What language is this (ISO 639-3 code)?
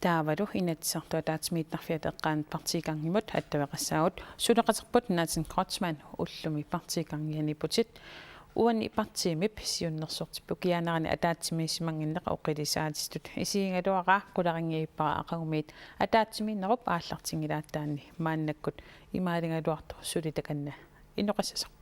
kal